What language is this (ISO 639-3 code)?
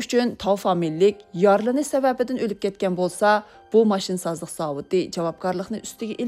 uig